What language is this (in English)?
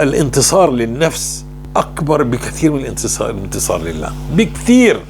North Levantine Arabic